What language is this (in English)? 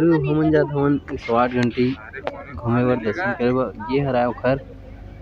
Chhattisgarhi